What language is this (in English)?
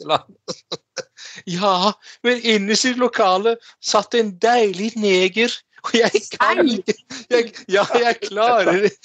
Norwegian